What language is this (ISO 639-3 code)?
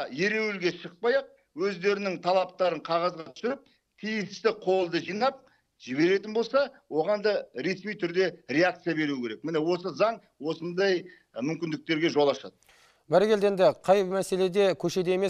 kaz